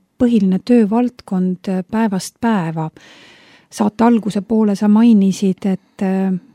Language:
Estonian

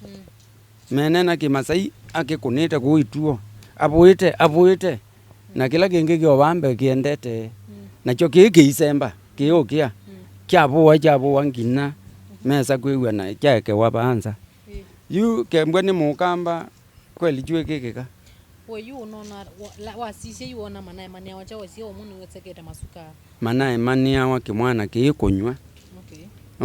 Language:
Kamba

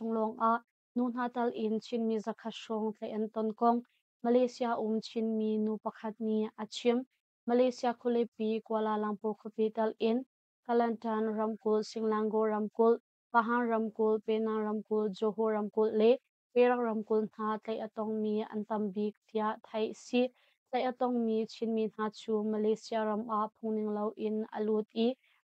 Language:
Hakha Chin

